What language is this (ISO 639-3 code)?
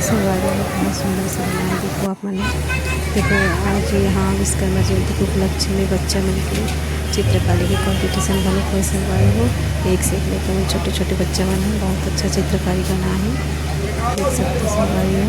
hne